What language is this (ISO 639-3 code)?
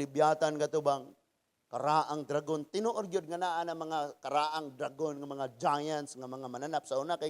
ceb